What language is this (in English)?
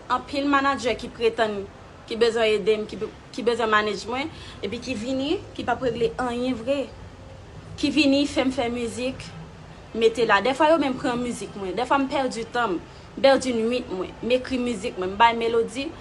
Haitian Creole